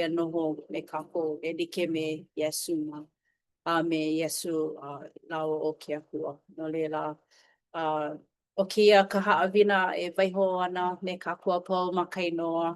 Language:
Hawaiian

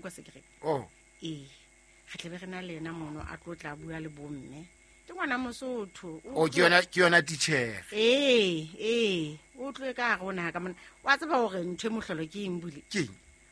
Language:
Southern Sotho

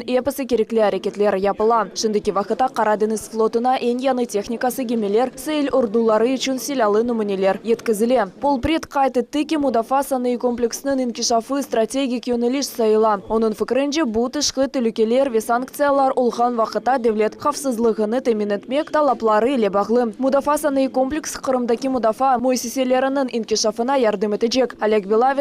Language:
Crimean Tatar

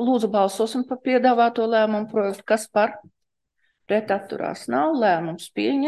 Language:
Latvian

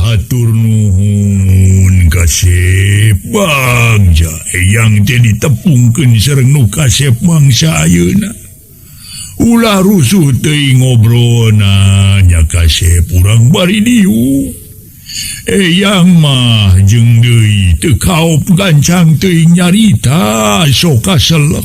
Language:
Sundanese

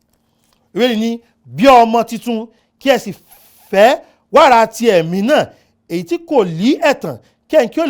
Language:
Yoruba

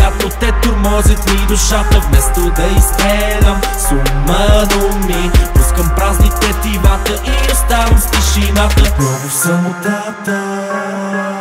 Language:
Bulgarian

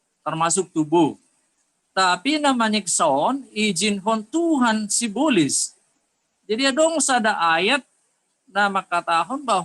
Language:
Batak Simalungun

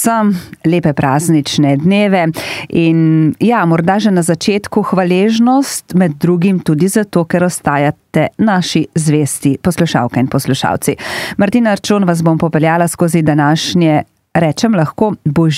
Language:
Slovenian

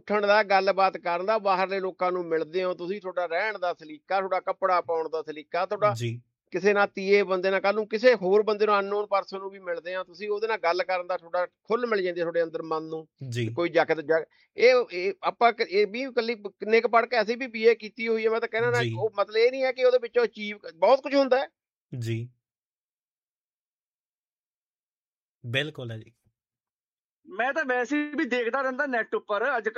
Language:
Punjabi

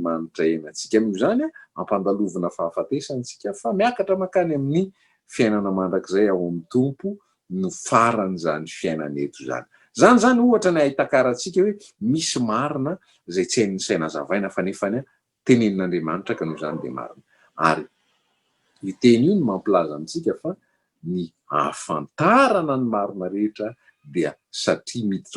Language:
Malagasy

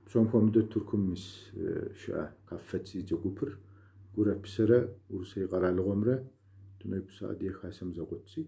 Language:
Kabardian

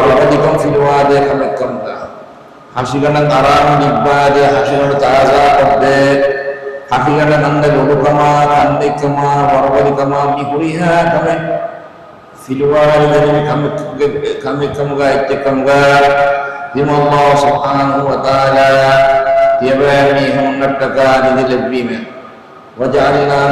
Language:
Divehi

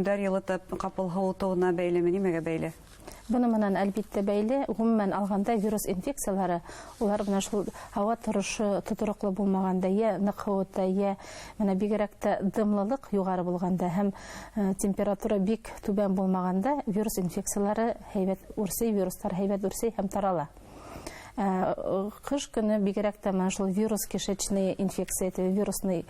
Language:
Bashkir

